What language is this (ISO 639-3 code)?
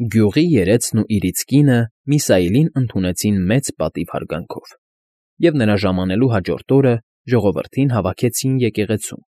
hye